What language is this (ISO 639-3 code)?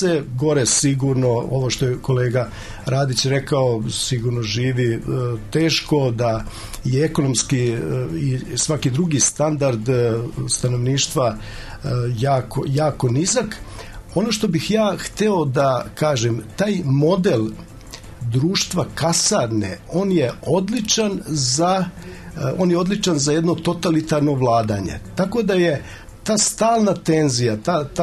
srp